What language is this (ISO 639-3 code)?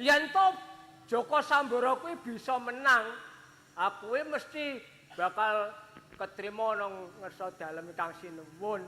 jav